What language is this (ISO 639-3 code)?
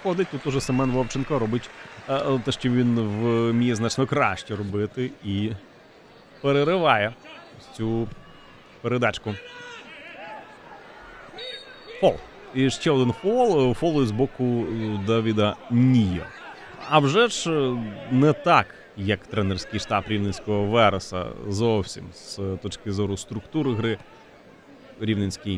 ukr